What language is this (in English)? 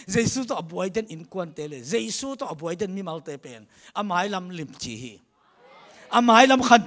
Tedim Chin